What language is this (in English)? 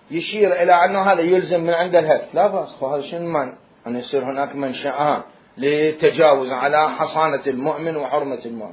Mesopotamian Arabic